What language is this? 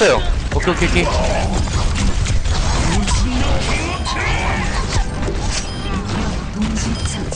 Korean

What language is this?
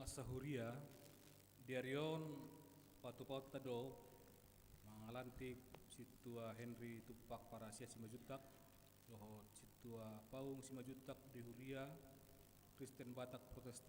Batak Toba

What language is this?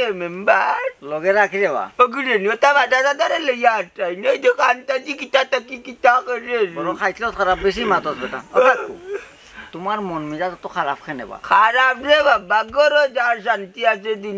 Sylheti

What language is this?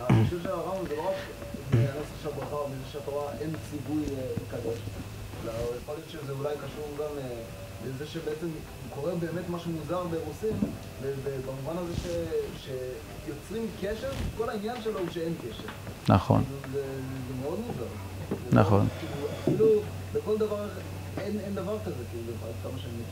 Hebrew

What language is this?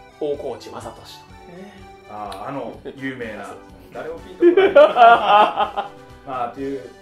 Japanese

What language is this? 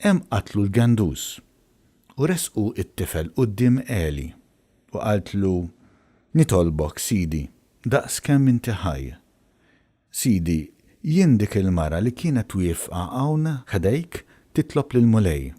Maltese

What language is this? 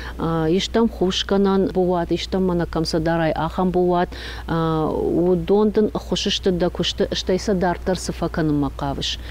Ossetic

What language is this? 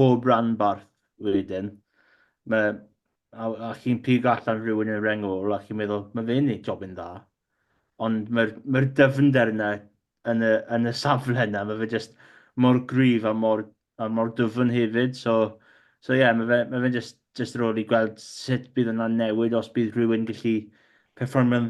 Welsh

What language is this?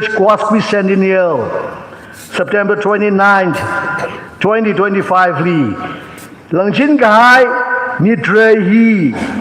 Tangkhul Naga (India)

